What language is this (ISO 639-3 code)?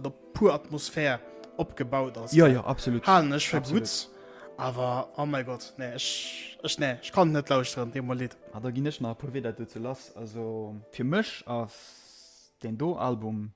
ltz